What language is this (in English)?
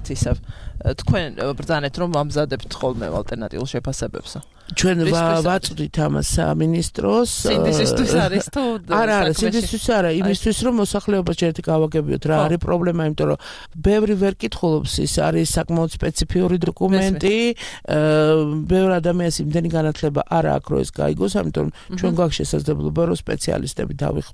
Georgian